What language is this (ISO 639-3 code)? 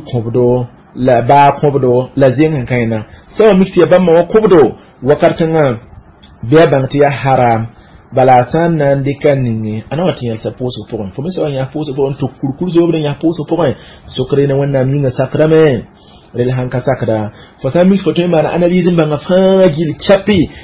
mos